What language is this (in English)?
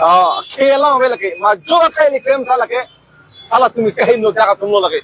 Karbi